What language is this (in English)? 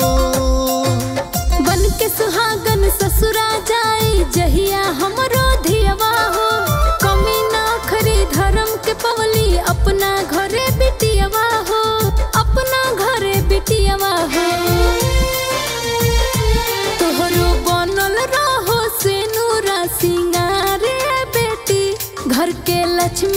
Bhojpuri